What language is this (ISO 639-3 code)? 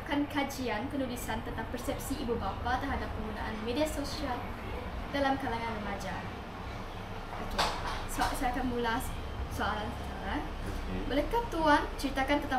msa